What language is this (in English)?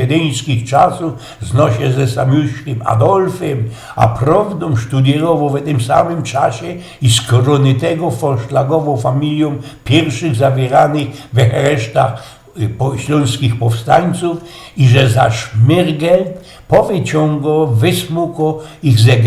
Silesian